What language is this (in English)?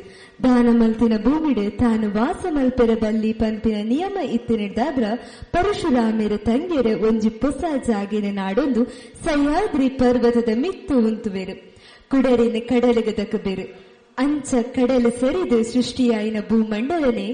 Tulu